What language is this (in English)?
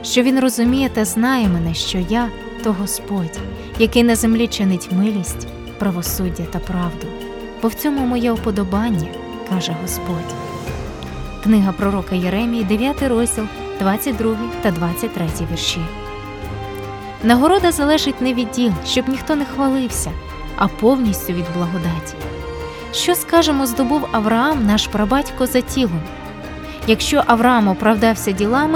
Ukrainian